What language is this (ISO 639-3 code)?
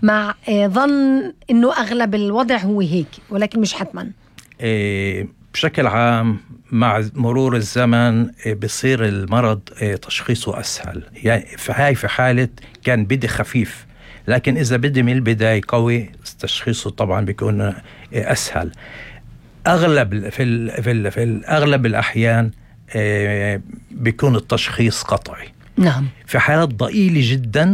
apc